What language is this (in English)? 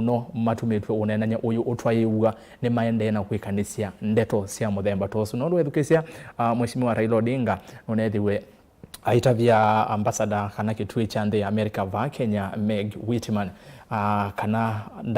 Kamba